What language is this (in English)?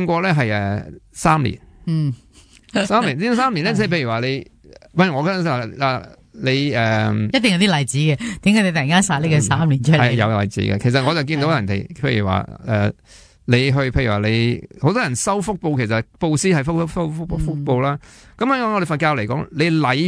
Cantonese